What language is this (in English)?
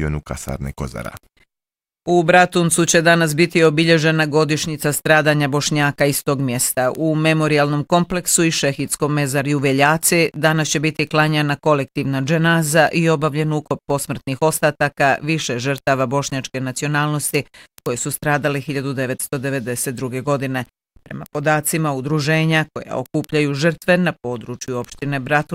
Bosnian